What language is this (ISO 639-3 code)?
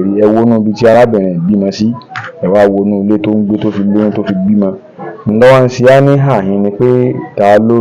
yor